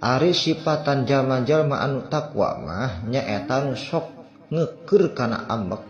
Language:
Sundanese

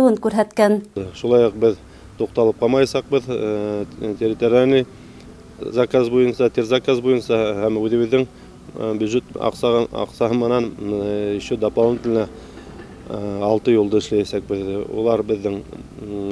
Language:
Bashkir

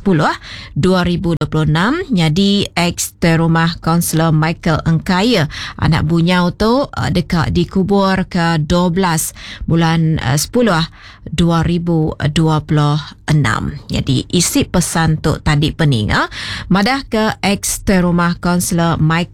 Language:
Iban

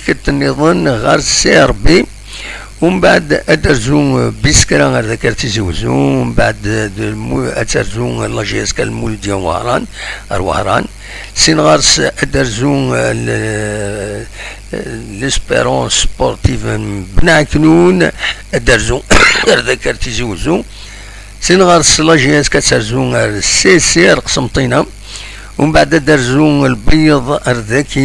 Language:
Kabyle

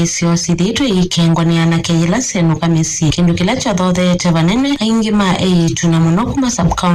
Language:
Kamba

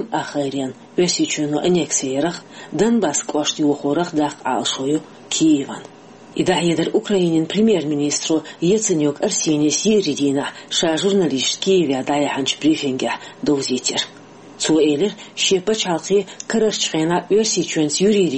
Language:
Chechen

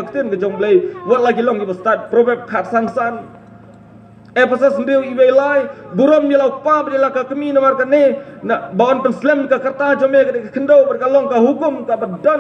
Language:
Khasi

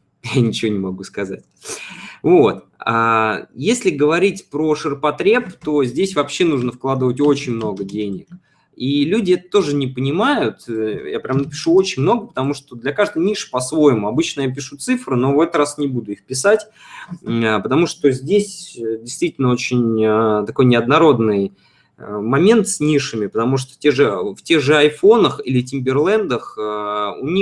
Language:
Russian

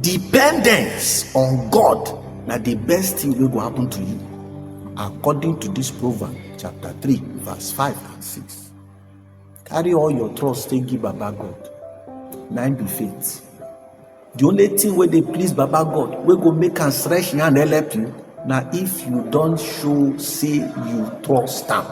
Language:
Nigerian Pidgin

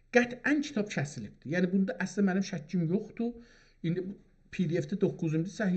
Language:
South Azerbaijani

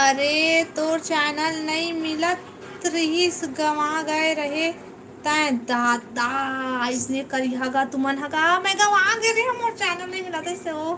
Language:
Chhattisgarhi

